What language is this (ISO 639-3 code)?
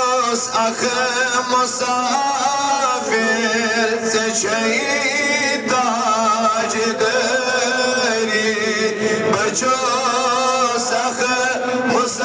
kas